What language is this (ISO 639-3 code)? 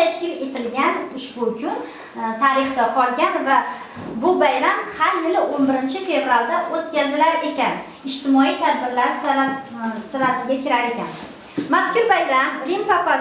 uzb